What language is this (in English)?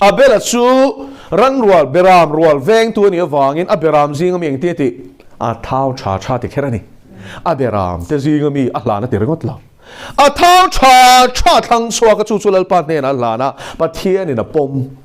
Mizo